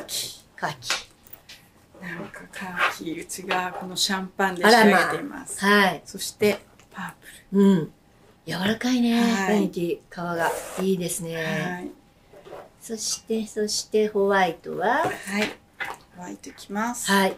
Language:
Japanese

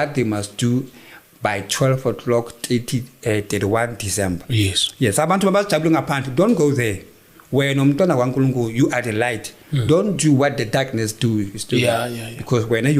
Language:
Zulu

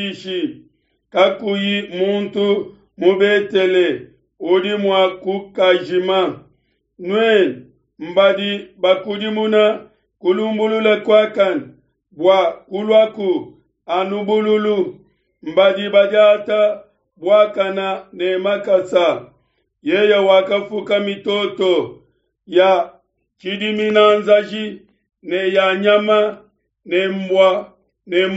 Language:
Luba-Lulua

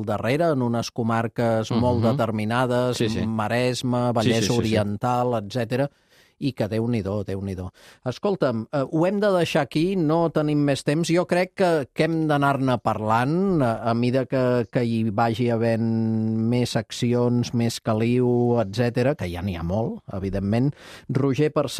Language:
Catalan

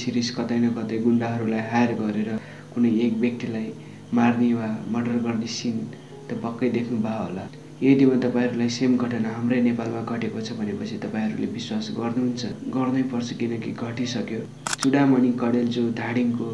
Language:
Nepali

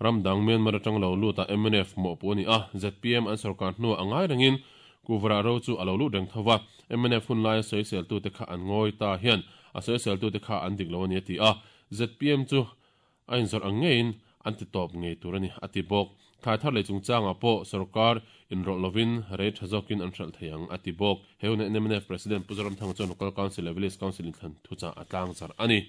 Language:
Mizo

